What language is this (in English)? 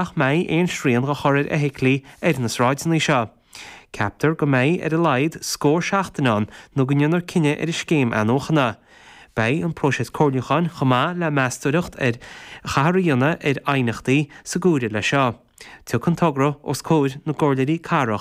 Irish